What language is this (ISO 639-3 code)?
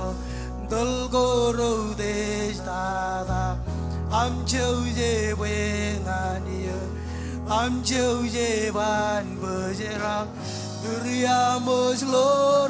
mah